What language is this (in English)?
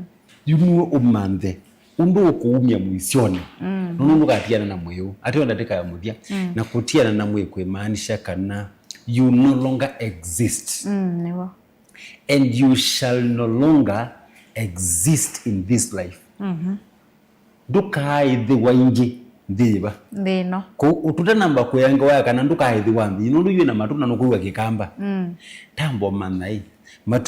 Kamba